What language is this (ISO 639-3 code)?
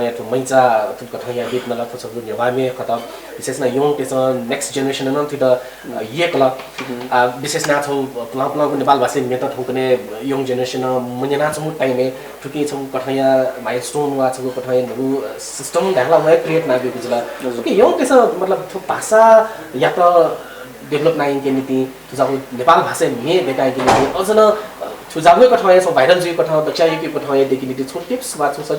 new